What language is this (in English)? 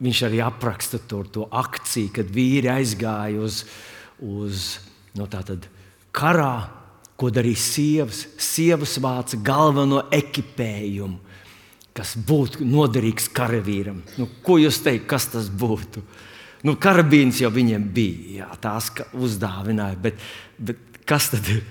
Latvian